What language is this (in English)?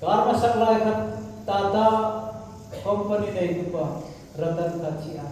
Hmar